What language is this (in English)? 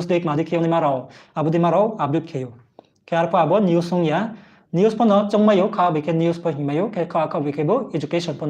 Riang (India)